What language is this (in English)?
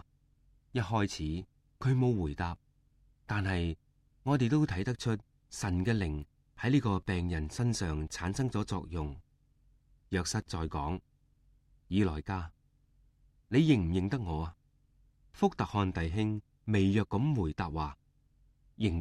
Cantonese